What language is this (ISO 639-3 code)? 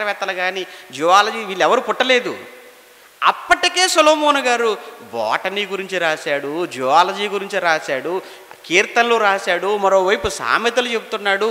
tel